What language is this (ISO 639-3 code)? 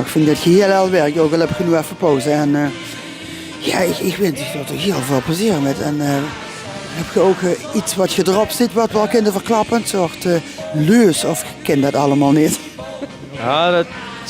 lim